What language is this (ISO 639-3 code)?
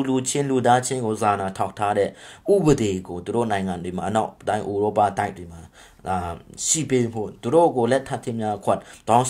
mya